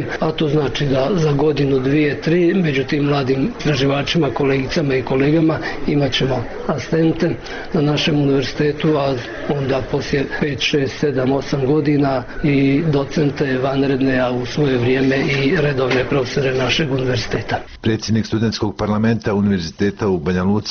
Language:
Bosnian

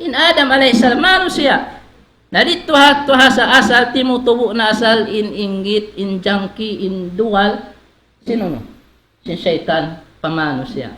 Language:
Tausug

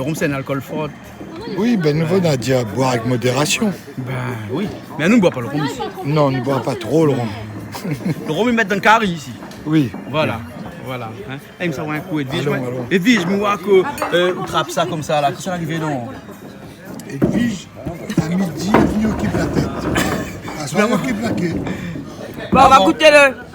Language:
Réunion Creole French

